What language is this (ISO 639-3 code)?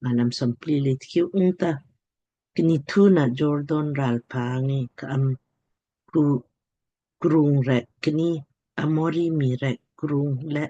lmk